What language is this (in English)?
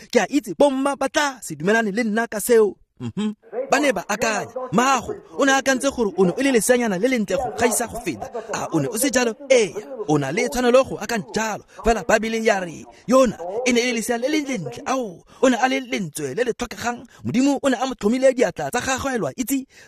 Tswana